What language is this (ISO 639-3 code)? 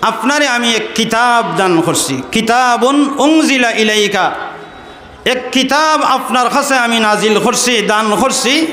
syl